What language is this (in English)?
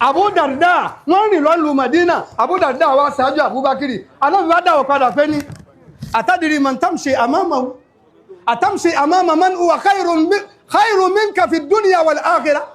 Yoruba